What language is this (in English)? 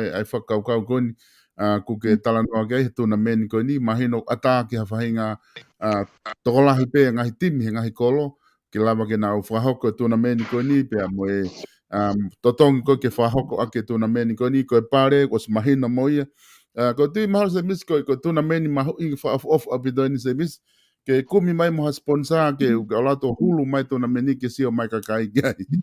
Tongan